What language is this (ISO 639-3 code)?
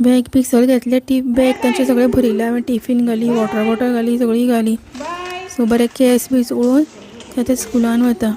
kok